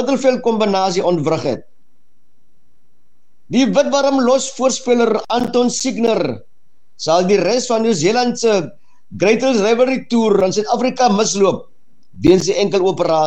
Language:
Afrikaans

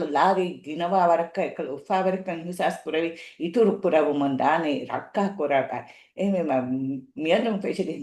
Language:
Divehi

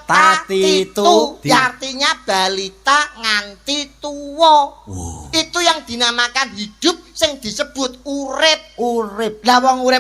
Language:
Javanese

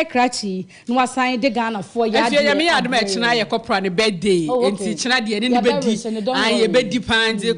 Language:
Akan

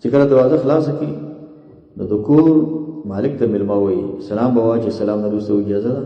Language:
Pashto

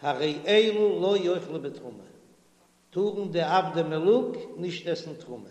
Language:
Yiddish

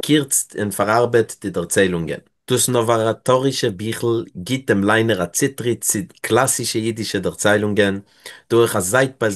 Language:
Yiddish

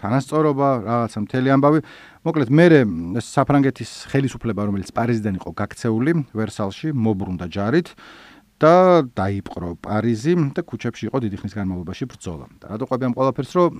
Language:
Georgian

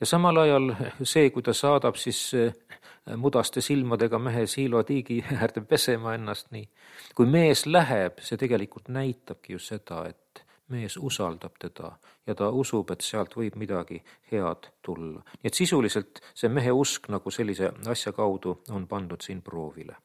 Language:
Estonian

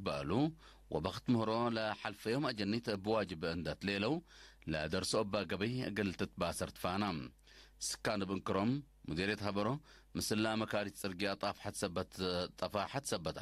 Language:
Tigre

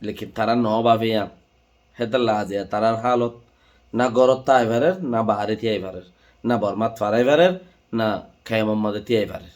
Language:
Rohingya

